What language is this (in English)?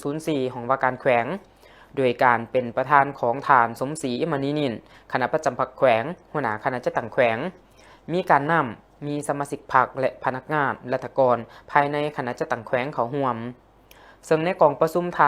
Lao